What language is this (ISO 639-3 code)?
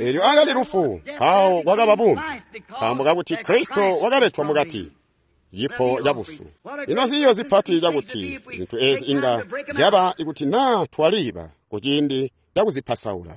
toi